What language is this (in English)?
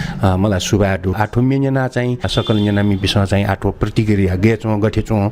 Newari